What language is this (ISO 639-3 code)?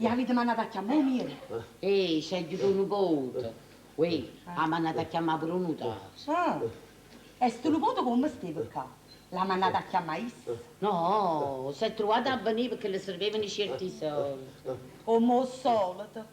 nap